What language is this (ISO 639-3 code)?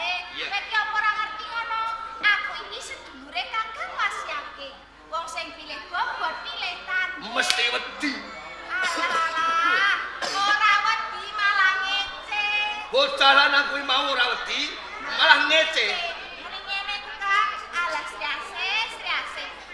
jav